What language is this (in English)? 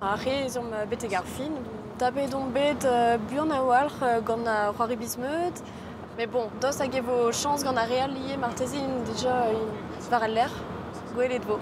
Breton